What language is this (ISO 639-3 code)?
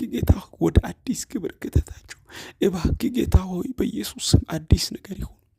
amh